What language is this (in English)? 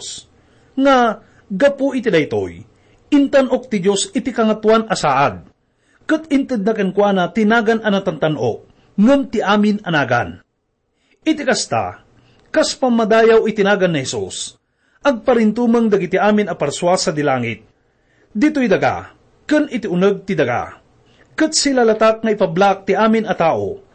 Iloko